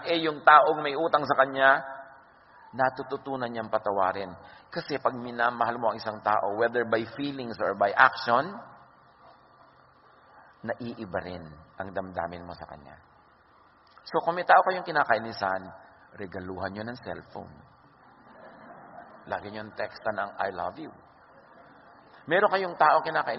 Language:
Filipino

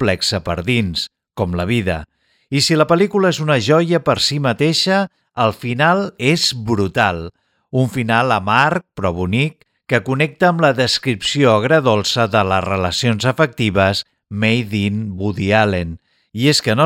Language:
Catalan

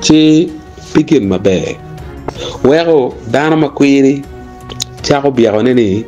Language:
Acoli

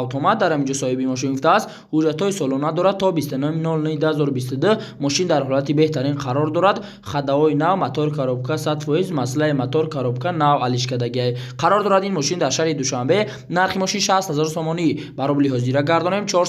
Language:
Tajik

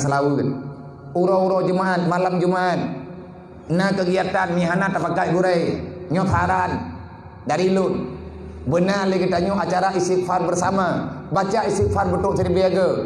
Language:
Achinese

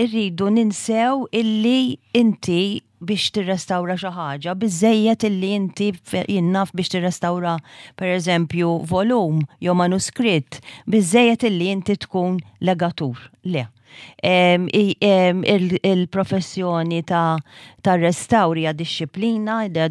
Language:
Maltese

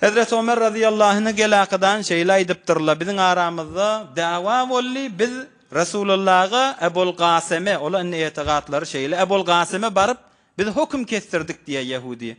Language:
Turkmen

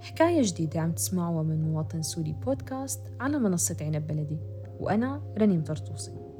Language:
North Levantine Arabic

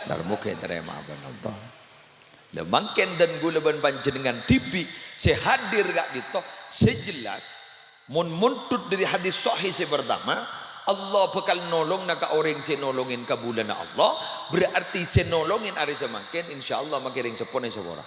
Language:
Madurese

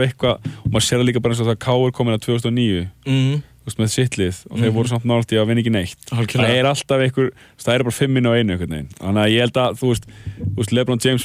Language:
Icelandic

